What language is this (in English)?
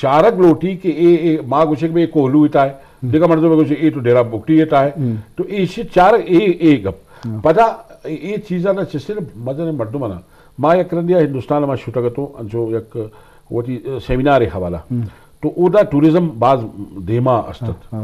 Eastern Balochi